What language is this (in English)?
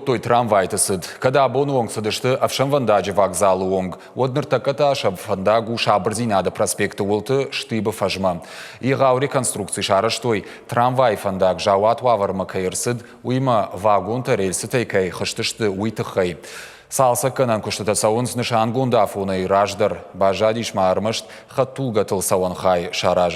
Ossetic